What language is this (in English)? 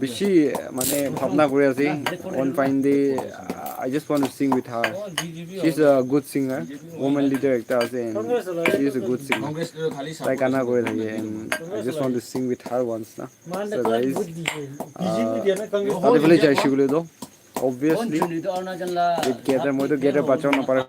Naga Pidgin